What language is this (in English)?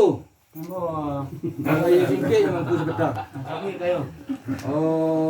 Minangkabau